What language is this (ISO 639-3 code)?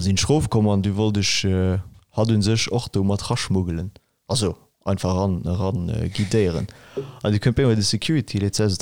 ltz